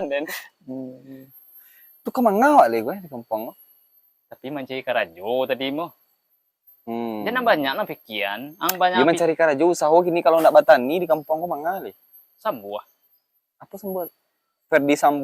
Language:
Minangkabau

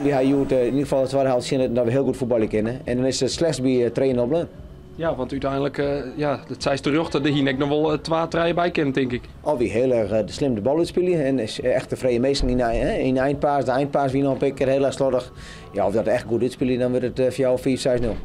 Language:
Western Frisian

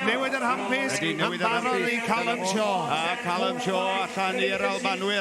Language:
Welsh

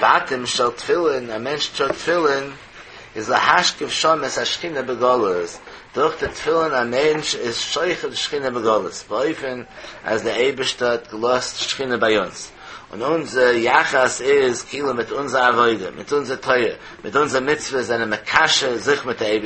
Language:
Yiddish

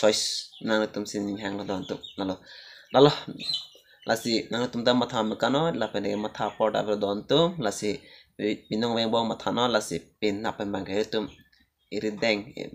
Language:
Karbi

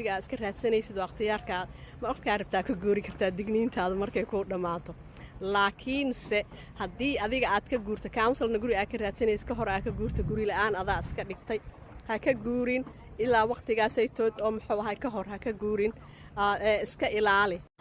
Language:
Somali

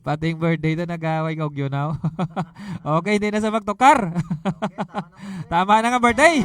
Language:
Hiligaynon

